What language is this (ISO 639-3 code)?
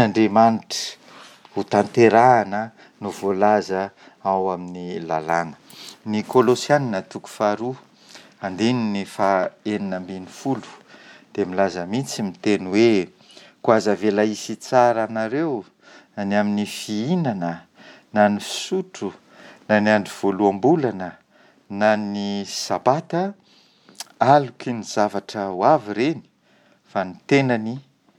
mlg